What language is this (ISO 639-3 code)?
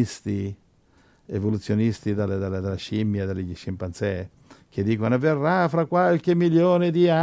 ita